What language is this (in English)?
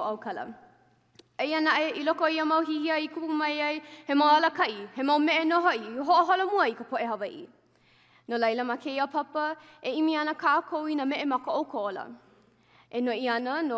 Hawaiian